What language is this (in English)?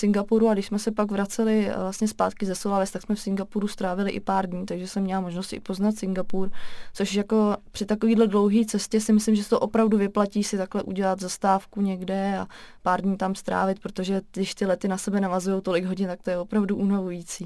Czech